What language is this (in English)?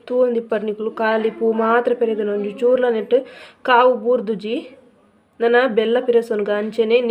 Tulu